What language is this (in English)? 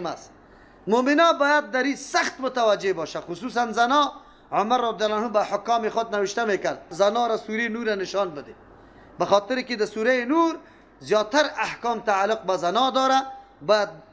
Persian